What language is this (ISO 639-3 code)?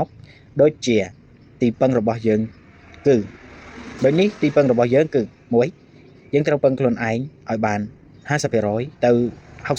khm